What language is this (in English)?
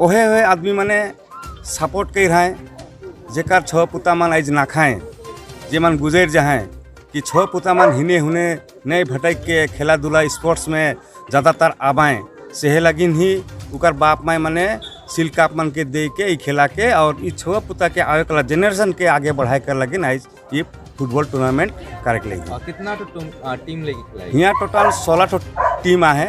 Sadri